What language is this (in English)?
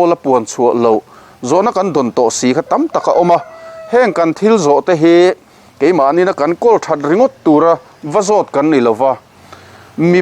Mizo